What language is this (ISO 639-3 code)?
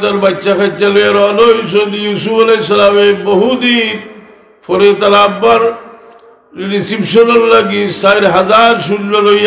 syl